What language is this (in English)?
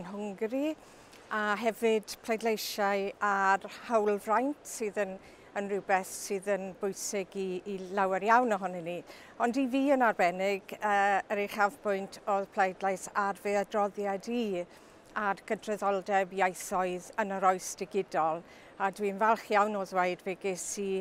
Welsh